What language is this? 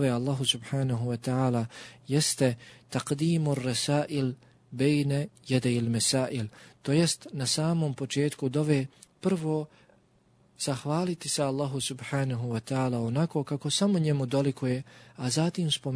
Bosnian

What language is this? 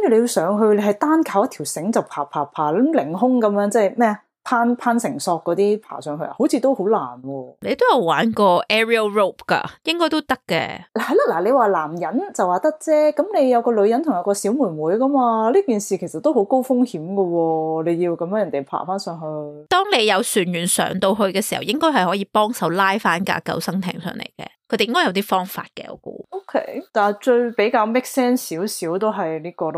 Cantonese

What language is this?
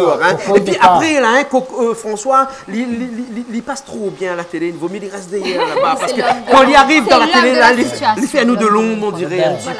Réunion Creole French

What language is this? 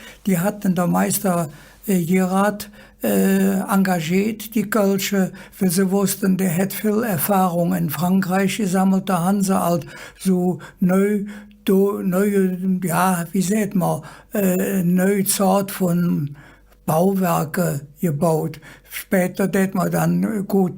Colognian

